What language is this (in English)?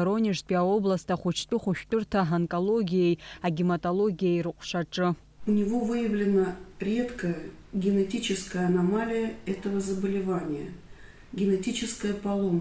Abkhazian